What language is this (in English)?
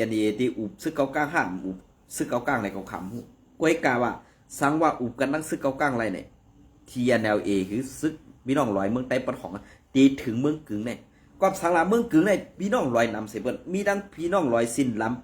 Shan